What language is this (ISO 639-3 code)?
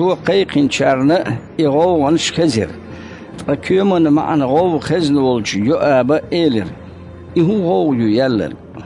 che